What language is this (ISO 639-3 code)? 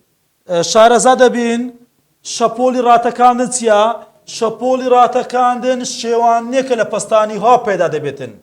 ckb